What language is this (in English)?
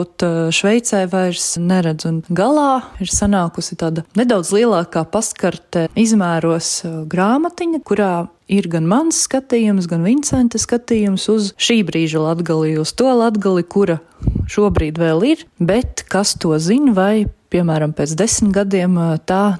Latvian